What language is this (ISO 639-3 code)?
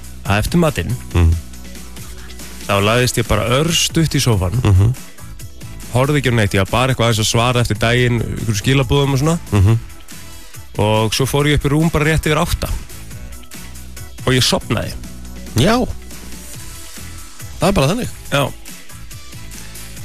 isl